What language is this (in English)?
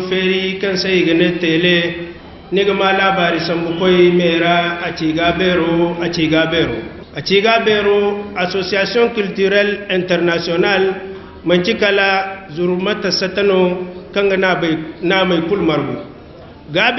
Zarma